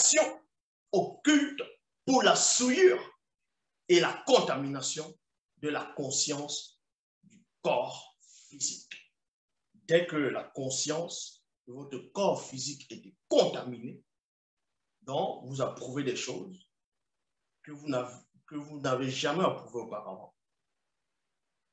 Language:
French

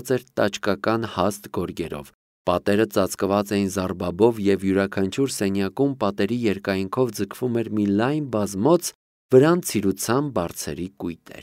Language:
Armenian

